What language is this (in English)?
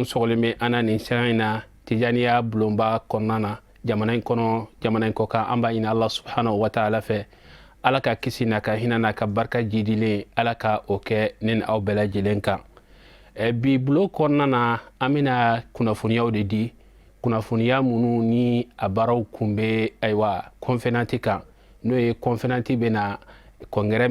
Bambara